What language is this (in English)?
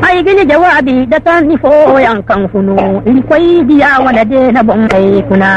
Zarma